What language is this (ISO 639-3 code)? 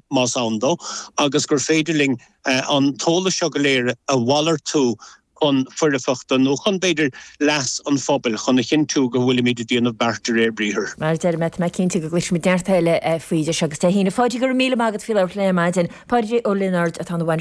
gle